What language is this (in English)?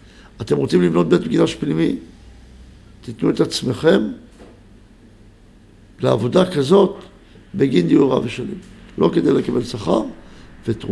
Hebrew